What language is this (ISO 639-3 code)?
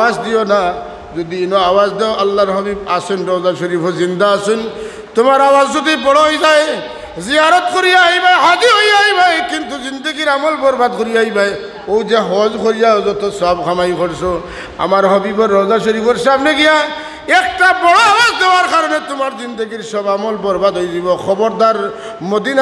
syl